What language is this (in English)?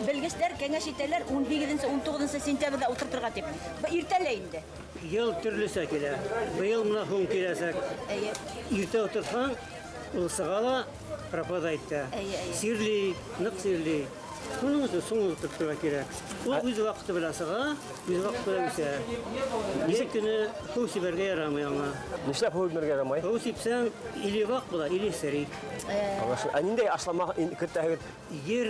Bashkir